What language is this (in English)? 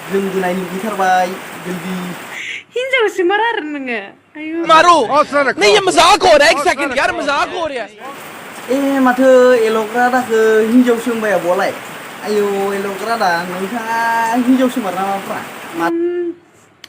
Bodo